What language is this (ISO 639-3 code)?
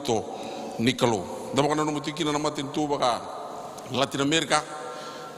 fij